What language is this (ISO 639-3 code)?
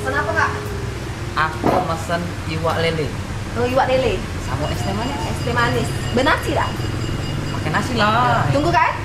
mui